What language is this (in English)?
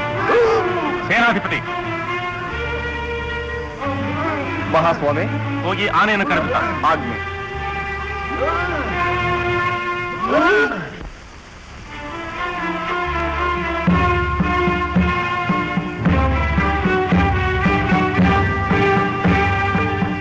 Kannada